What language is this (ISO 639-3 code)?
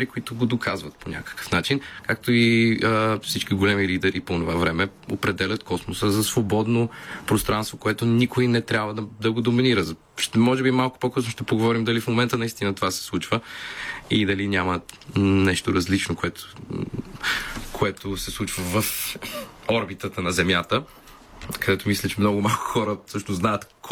bul